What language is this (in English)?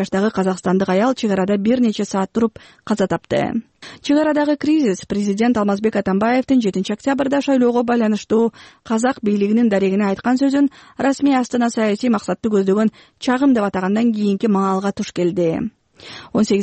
Kyrgyz